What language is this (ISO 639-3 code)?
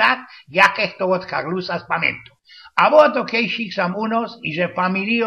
szl